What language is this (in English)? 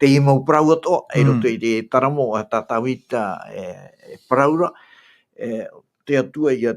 Tahitian